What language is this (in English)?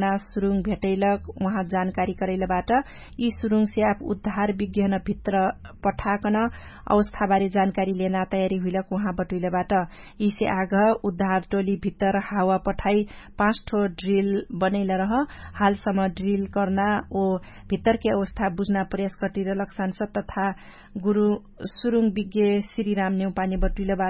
Dangaura Tharu